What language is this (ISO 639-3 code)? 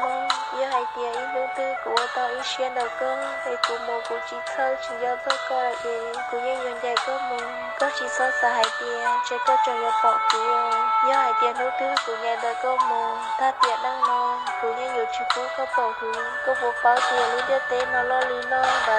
hmn